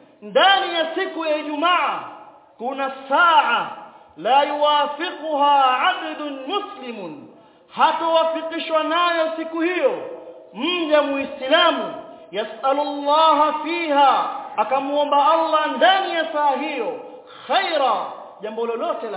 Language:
Swahili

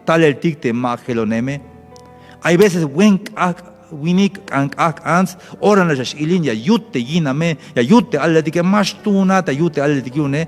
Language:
Tzeltal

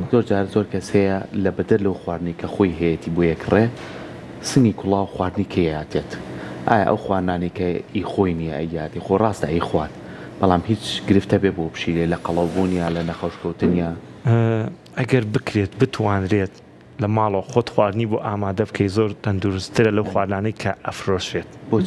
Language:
Central Kurdish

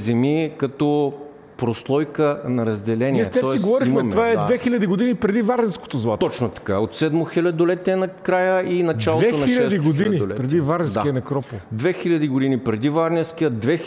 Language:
Bulgarian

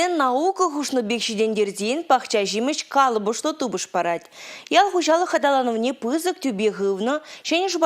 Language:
Chuvash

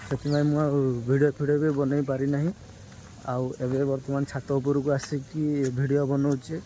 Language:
Odia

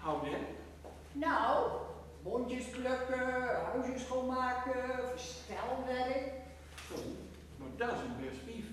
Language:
Gronings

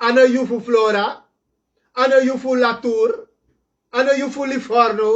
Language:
Sranan Tongo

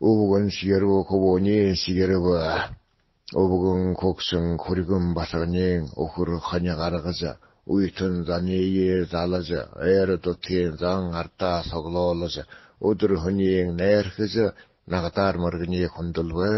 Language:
Buriat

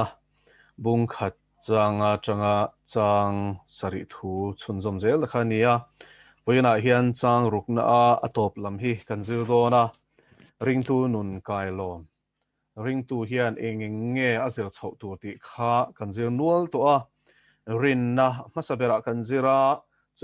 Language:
Mizo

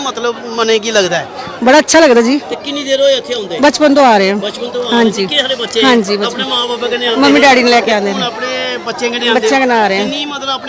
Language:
Dogri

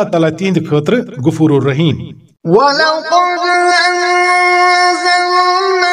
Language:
Kashmiri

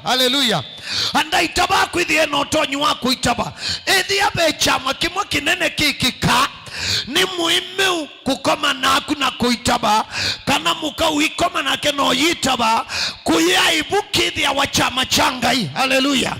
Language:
Kamba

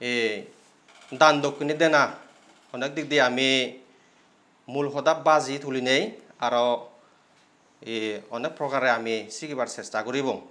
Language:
Chakma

